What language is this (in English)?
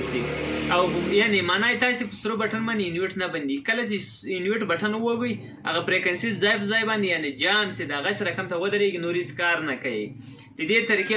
Pashto